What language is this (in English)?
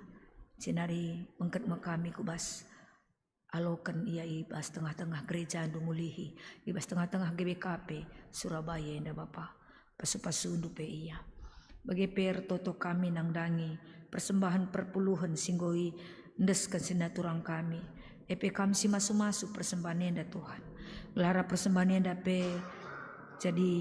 Batak Karo